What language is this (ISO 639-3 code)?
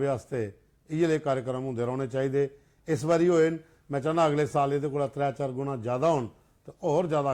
doi